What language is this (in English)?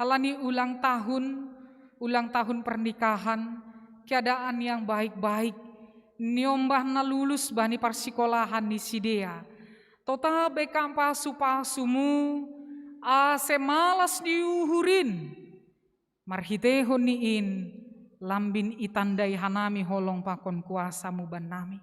Batak Simalungun